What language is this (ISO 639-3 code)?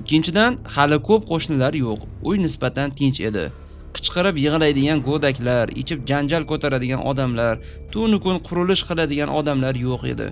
uzb